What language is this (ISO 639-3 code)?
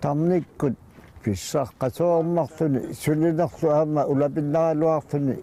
kal